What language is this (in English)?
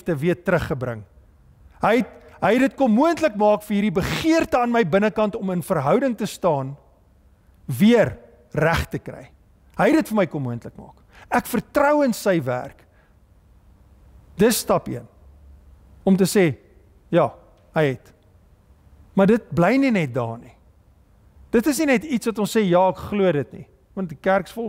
Afrikaans